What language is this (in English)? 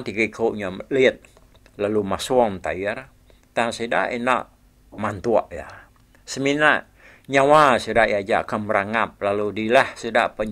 Iban